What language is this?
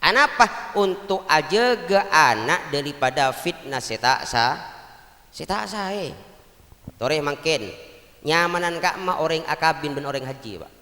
Madurese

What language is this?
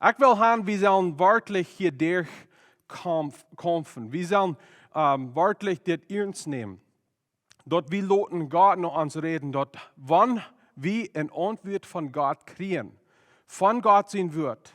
Plautdietsch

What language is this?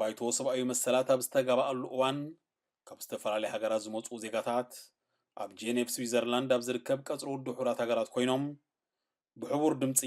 Tigrinya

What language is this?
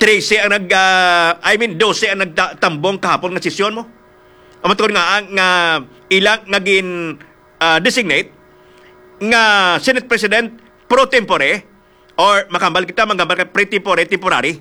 Hiligaynon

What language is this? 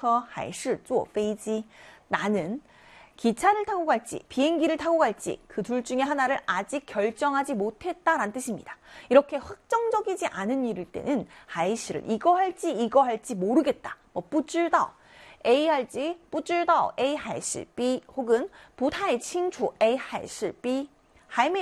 Korean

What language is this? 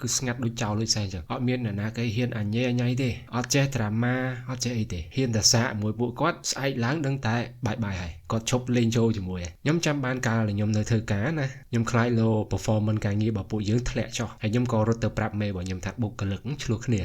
Khmer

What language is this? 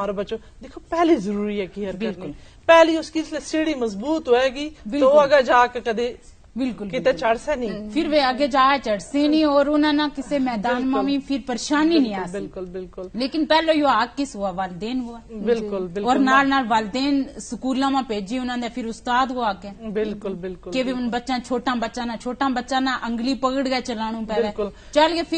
Gujari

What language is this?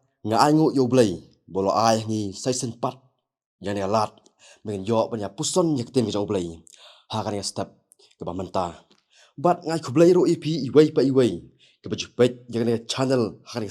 Khasi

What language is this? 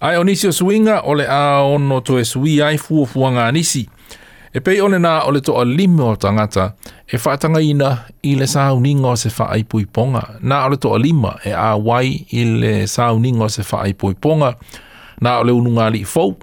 Samoan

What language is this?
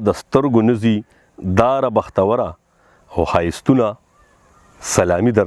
Pashto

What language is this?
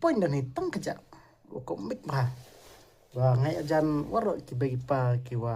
Khasi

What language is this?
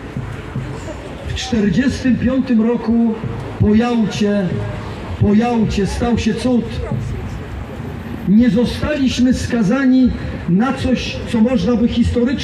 Polish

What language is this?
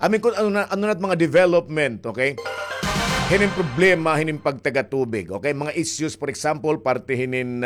Waray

